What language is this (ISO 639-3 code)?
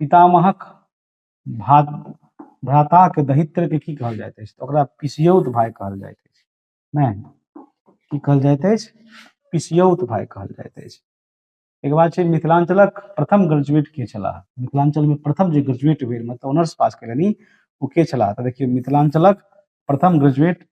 mai